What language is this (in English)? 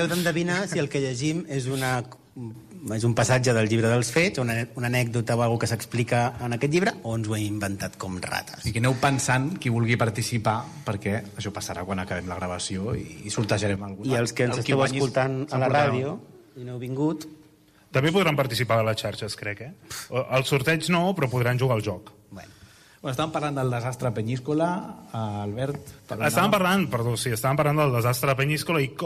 Catalan